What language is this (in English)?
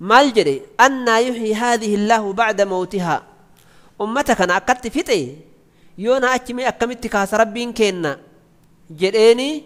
Oromo